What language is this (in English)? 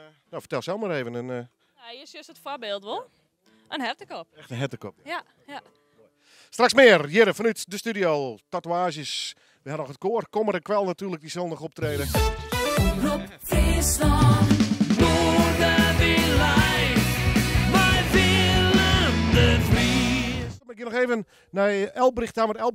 Western Frisian